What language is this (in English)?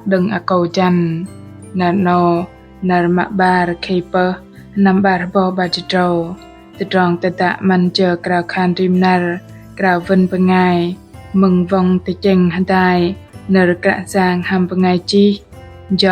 Bahnar